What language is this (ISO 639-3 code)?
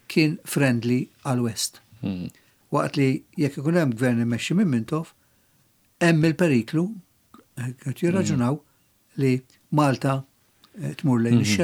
mlt